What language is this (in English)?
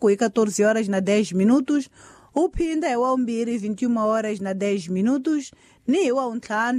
Tsonga